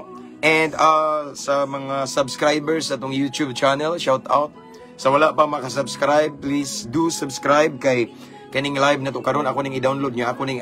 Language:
Cebuano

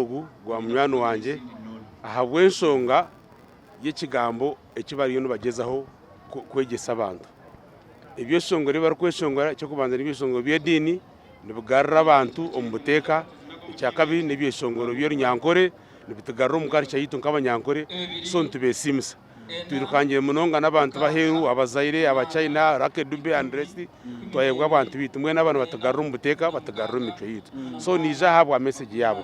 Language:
Nyankole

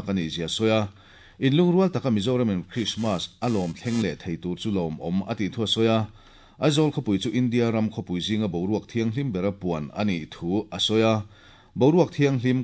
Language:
Mizo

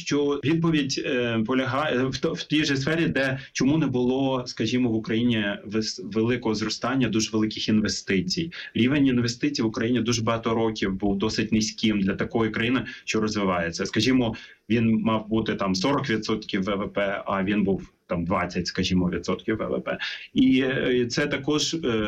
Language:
Ukrainian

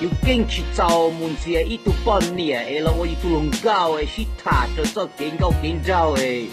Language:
Hmong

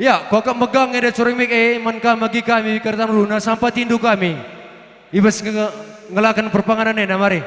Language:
Batak Karo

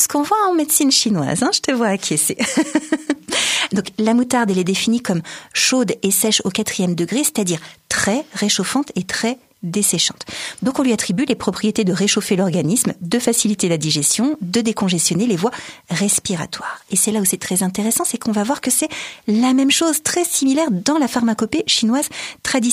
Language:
French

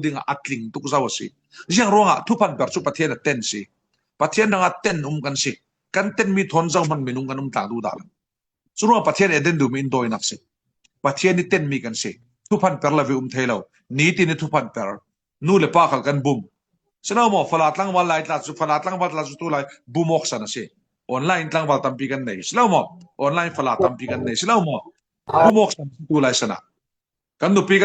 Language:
Falam Chin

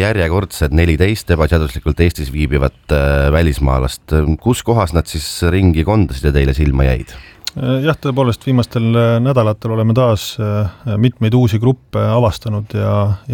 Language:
Estonian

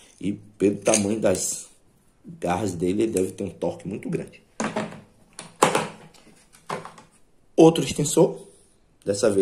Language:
Portuguese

